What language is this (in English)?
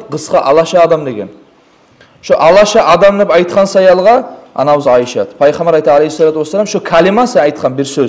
Kumyk